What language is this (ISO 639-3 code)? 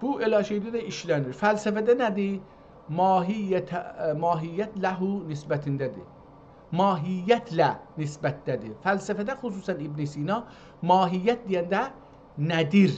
azb